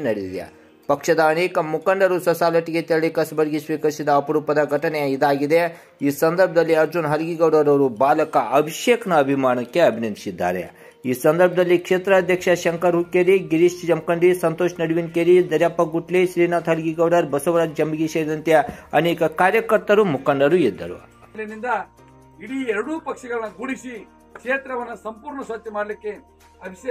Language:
Kannada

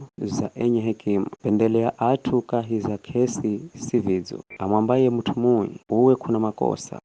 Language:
Giryama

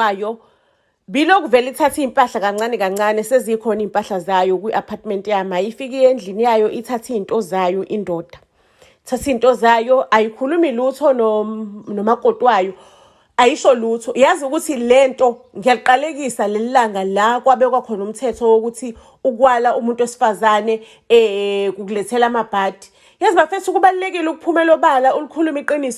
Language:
Zulu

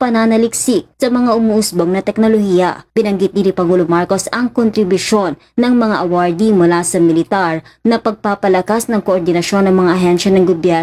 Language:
Filipino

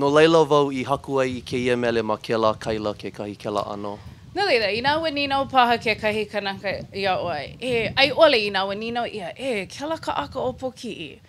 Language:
Hawaiian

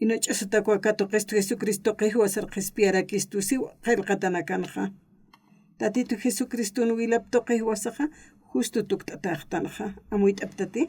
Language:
Aymara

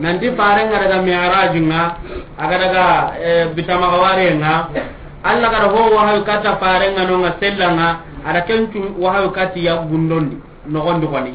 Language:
Soninke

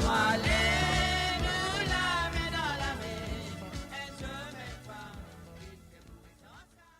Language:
Morisyen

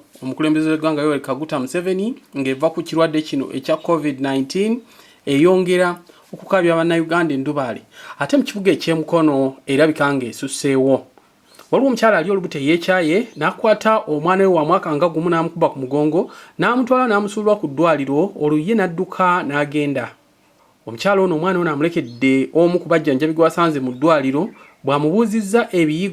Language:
Ganda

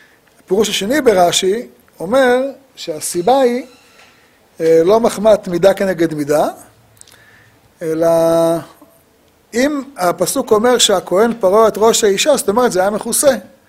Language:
Hebrew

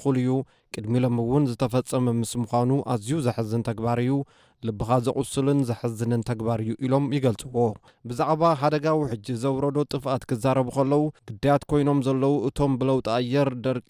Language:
Tigrinya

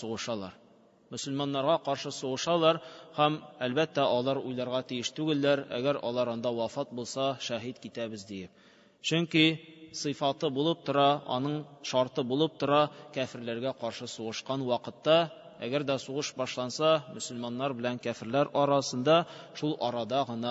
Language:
Tatar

